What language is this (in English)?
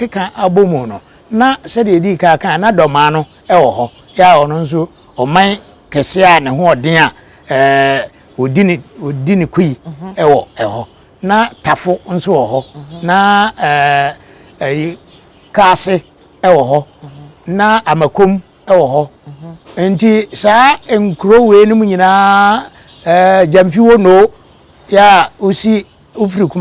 Akan